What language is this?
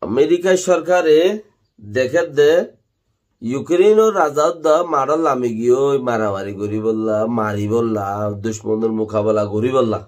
Rohingya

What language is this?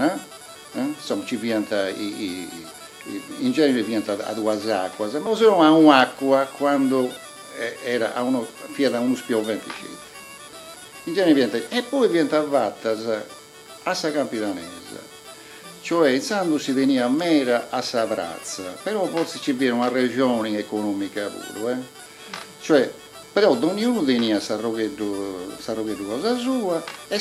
Sardinian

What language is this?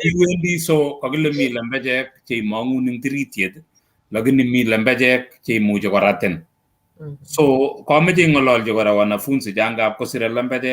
Kalenjin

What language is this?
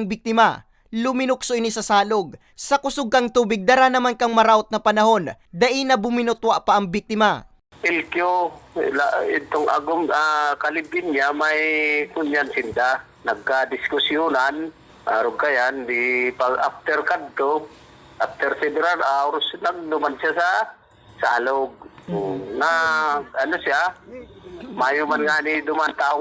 Bikol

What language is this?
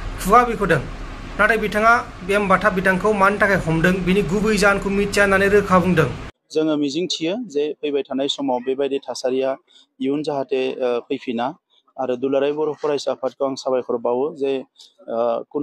Bodo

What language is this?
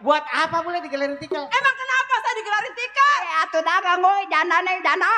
Betawi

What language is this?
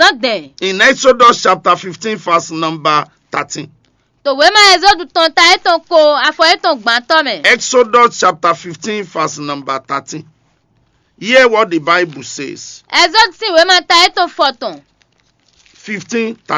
Fon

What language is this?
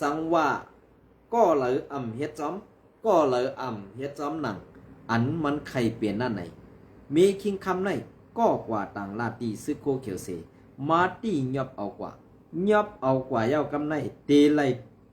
Shan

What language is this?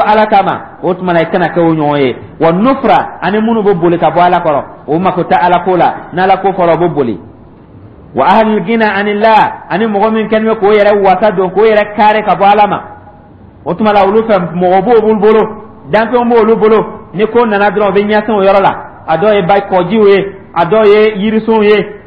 Dyula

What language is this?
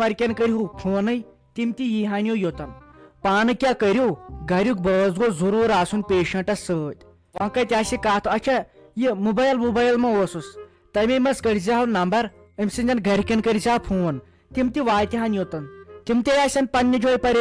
Kashmiri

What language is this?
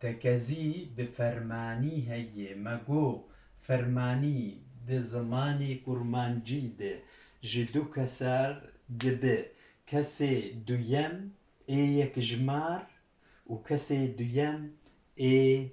Kurdish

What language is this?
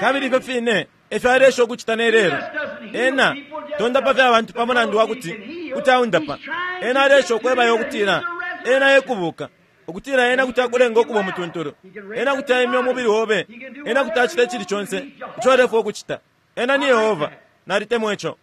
Bemba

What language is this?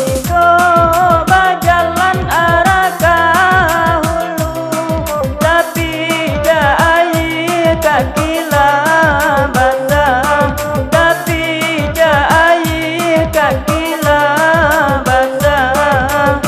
Minangkabau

